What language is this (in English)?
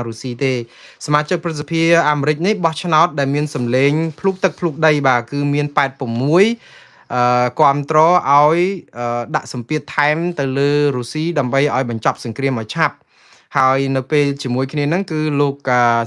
Khmer